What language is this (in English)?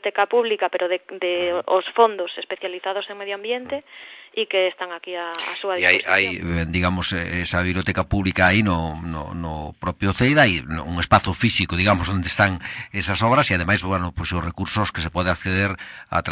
Galician